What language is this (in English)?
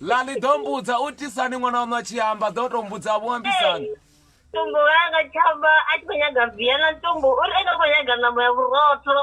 Venda